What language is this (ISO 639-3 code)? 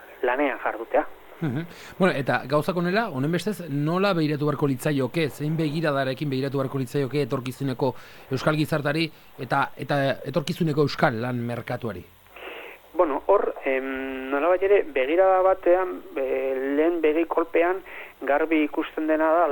eus